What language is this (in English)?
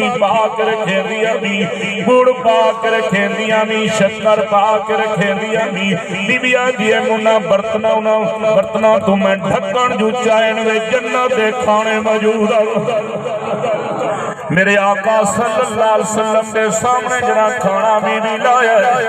Saraiki